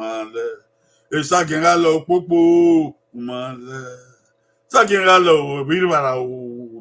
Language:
Bini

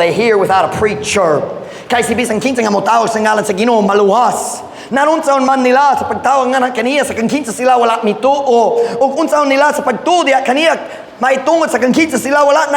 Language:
Cebuano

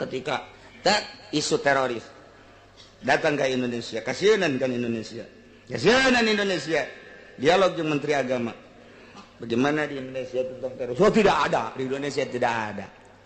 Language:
Sundanese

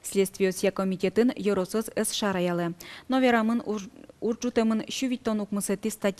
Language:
Udmurt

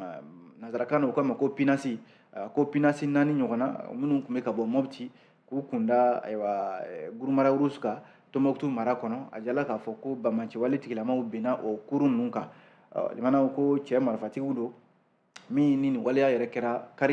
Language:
Bambara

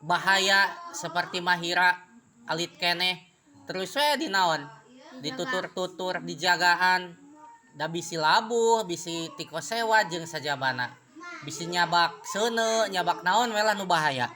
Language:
Sundanese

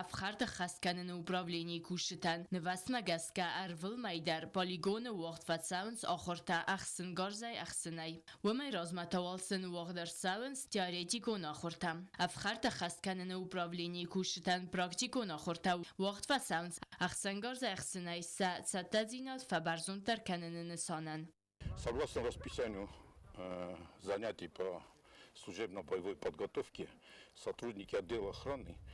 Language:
Ossetic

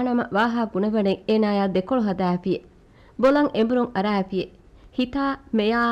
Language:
Divehi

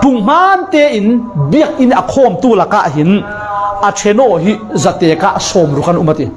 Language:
Falam Chin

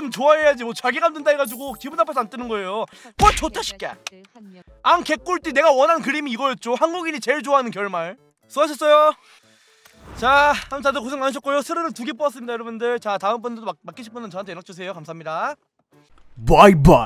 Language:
Korean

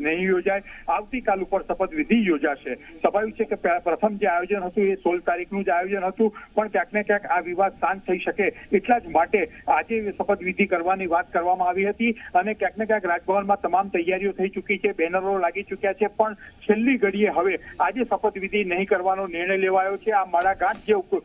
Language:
Gujarati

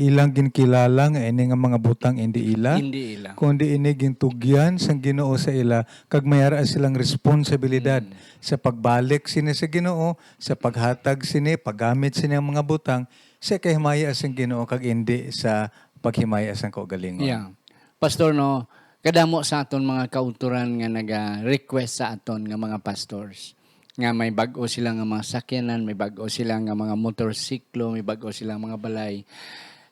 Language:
Hiligaynon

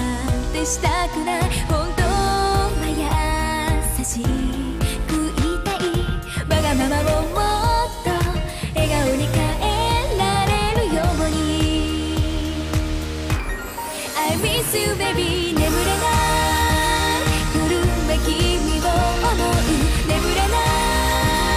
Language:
Japanese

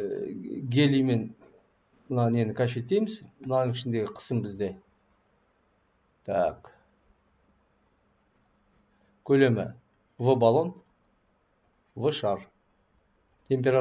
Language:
Kazakh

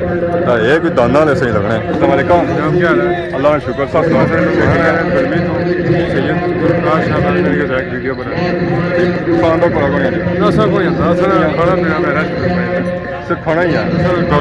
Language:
Pahari-Potwari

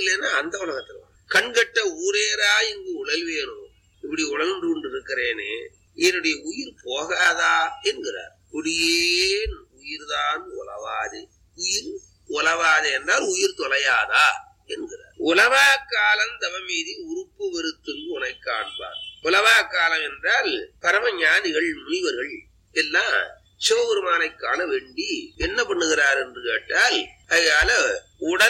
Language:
Tamil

